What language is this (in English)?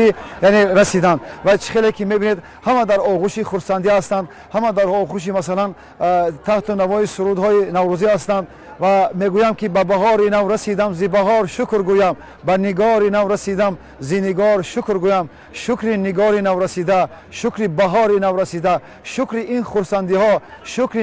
Tajik